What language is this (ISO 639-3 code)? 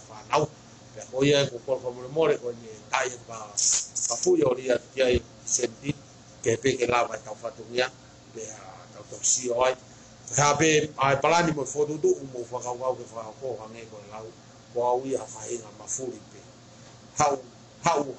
ton